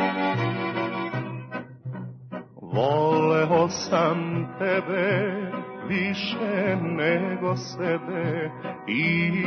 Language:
Serbian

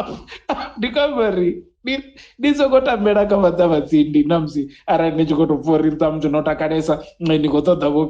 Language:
Venda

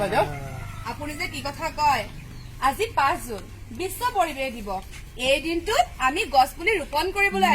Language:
Assamese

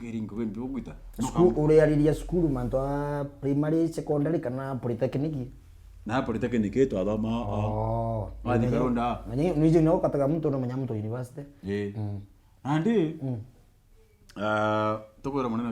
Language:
Meru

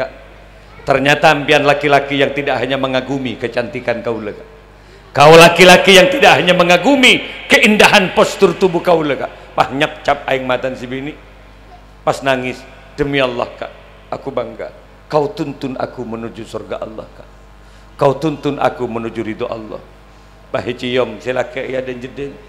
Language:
Madurese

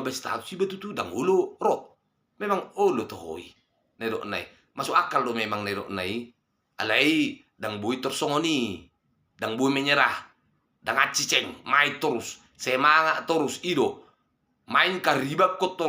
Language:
Batak Toba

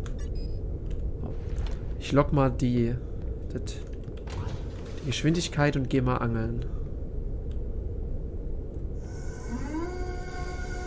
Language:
German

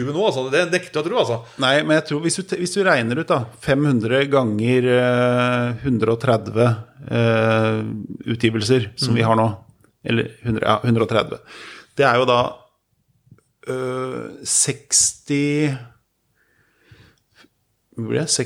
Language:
Norwegian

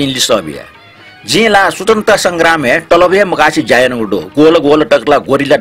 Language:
Newari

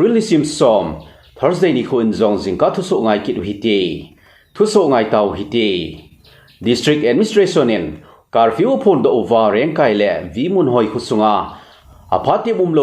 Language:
Thado Chin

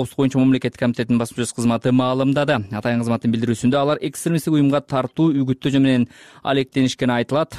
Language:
Kyrgyz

